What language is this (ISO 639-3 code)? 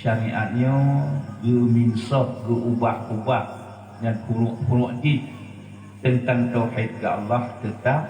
ace